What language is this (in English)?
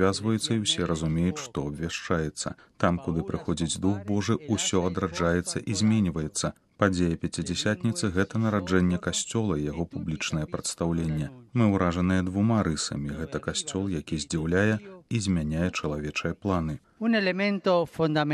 Belarusian